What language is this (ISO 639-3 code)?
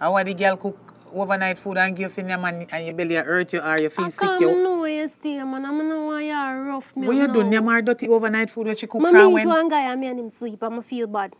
jam